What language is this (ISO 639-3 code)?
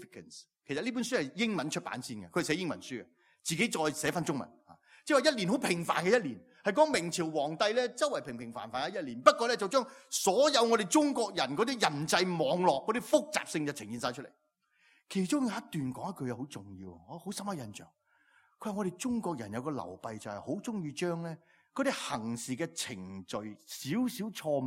yue